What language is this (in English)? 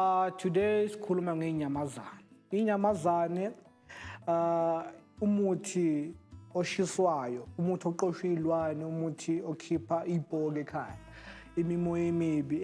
Zulu